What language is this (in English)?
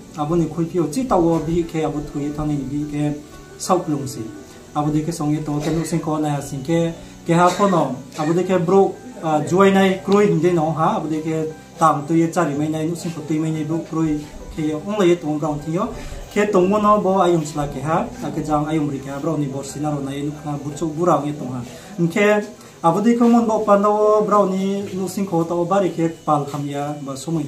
Riang (India)